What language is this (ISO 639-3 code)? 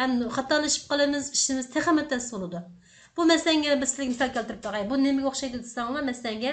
uig